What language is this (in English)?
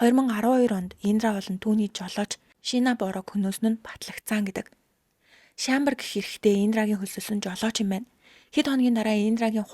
Mongolian